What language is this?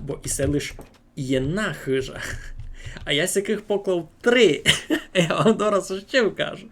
Rusyn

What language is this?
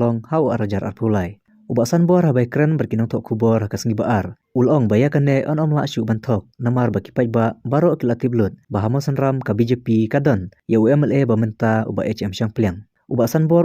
Khasi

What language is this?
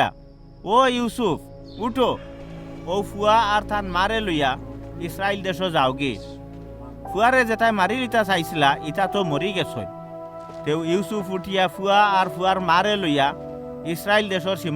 Sylheti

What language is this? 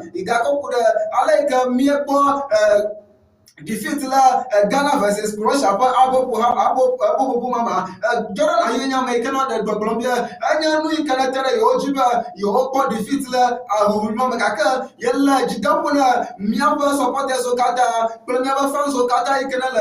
Ewe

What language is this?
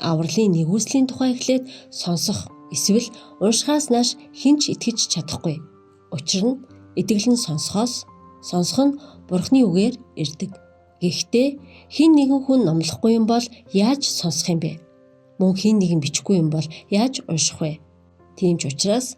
Mongolian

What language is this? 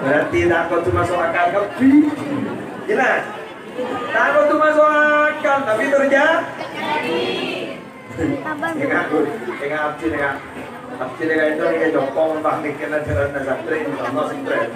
Madurese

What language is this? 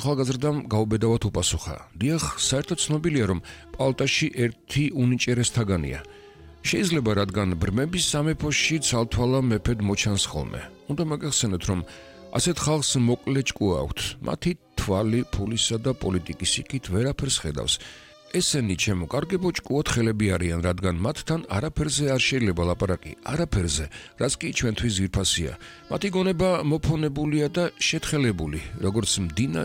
Georgian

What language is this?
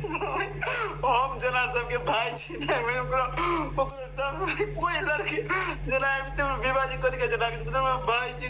Maithili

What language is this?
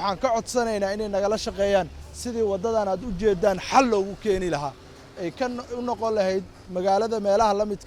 Somali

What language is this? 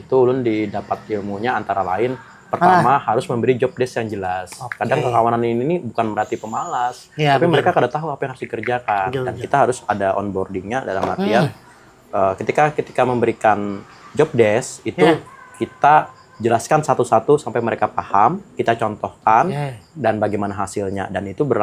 Banjar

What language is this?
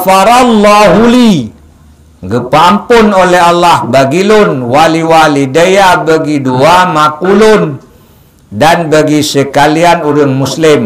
Achinese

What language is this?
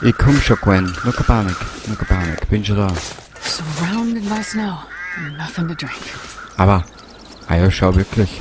Bavarian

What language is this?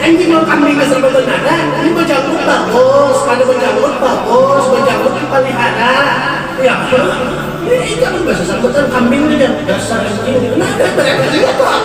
Banjar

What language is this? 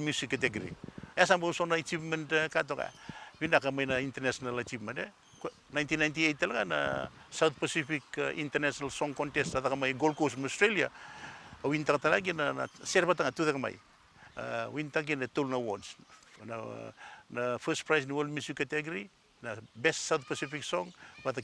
Fijian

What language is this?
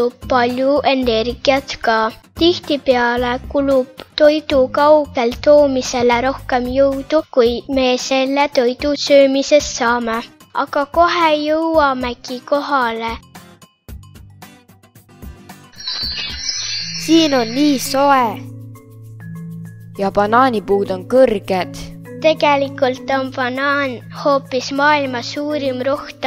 Estonian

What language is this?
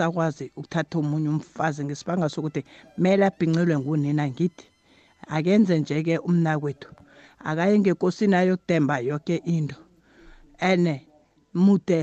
South Ndebele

